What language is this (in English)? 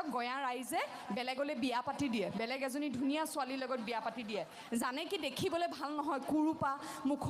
Assamese